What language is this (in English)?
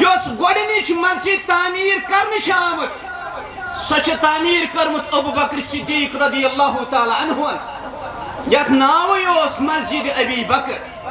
Kashmiri